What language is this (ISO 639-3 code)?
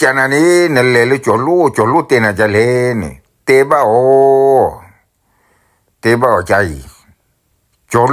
ksw